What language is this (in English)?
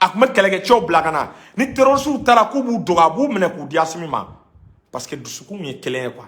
Bambara